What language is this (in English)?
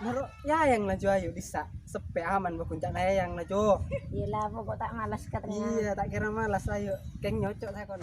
Madurese